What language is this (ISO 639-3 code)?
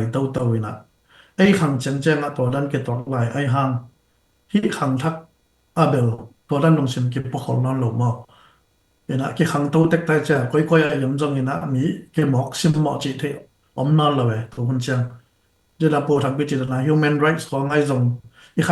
ctd